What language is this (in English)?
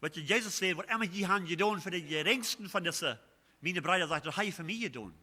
Plautdietsch